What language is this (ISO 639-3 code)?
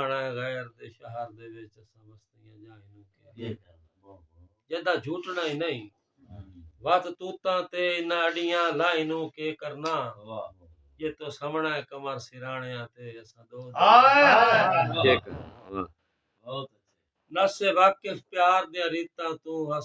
skr